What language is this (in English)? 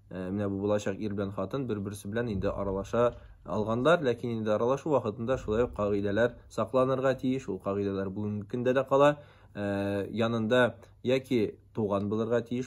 Tatar